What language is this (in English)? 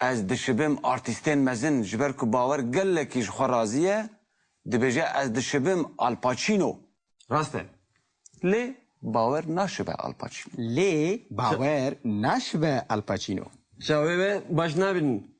Kurdish